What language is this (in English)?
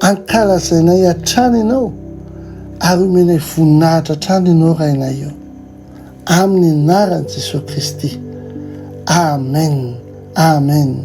Malagasy